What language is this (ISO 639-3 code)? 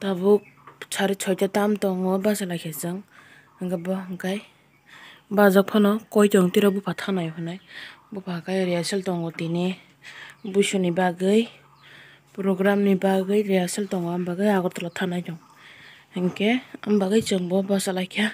trp